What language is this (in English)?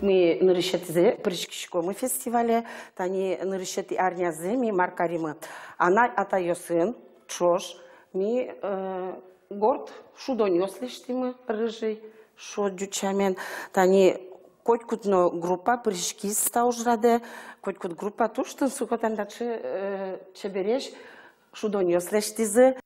Udmurt